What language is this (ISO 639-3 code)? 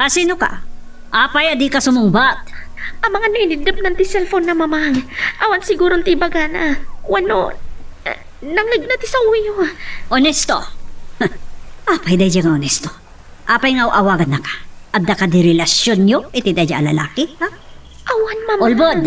ilo